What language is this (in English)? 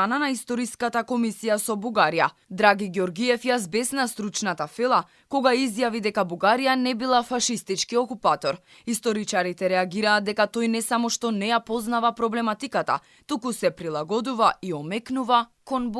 Macedonian